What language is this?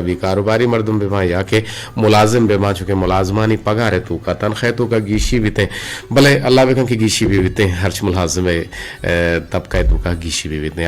Eastern Balochi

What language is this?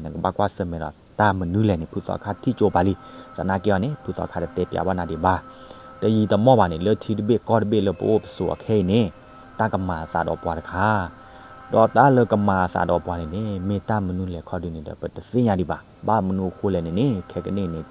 S'gaw Karen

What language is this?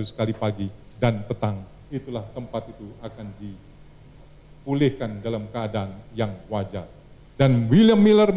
Indonesian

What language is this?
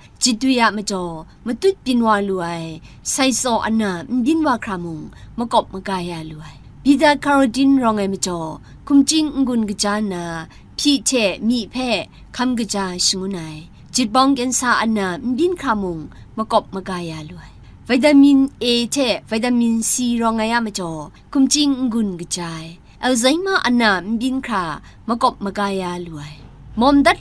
Kachin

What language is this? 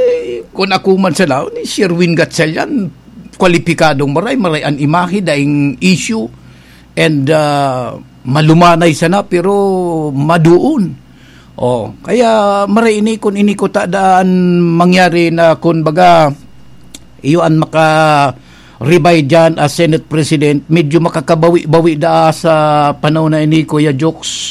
Bikol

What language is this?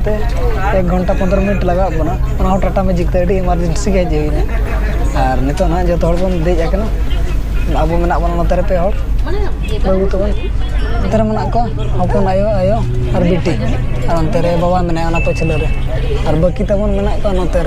Santali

